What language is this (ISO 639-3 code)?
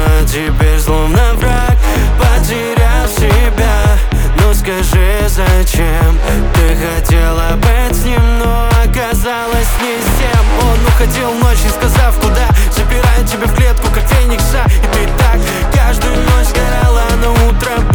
rus